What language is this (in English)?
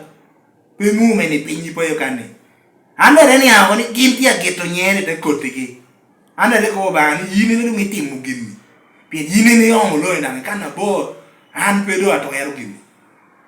Lango (Uganda)